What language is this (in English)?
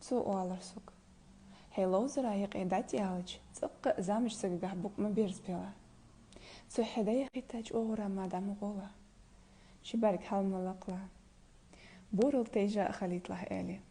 Ingush